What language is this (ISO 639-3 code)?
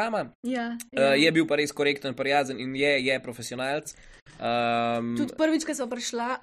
slv